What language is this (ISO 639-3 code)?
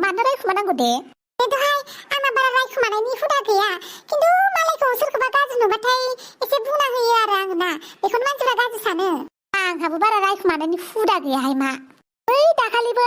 brx